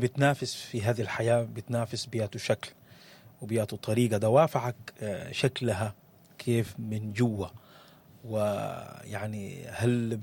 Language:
Sudanese Arabic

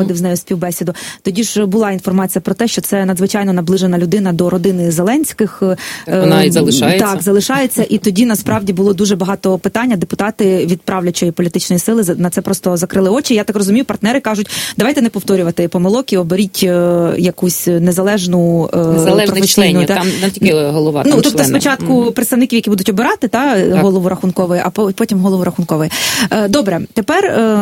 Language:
Ukrainian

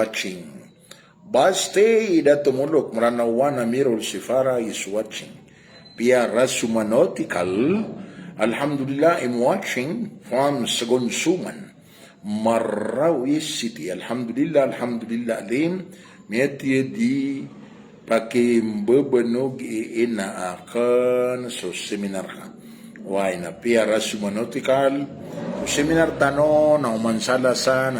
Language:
Maranao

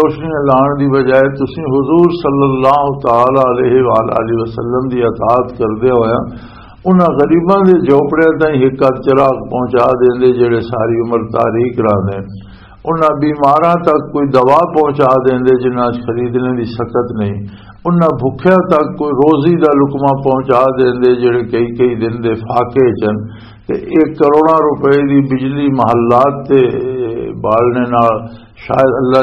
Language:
Western Panjabi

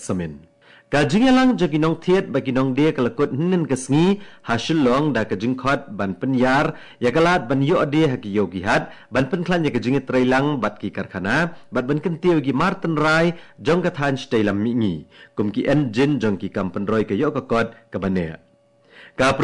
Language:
Khasi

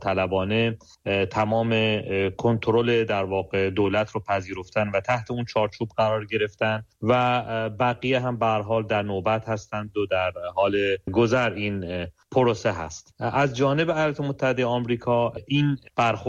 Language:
Persian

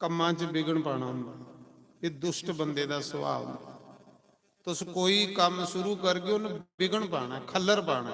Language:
Dogri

